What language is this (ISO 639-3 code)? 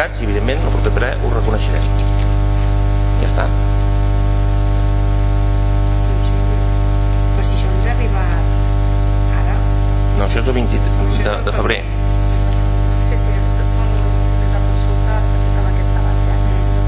cat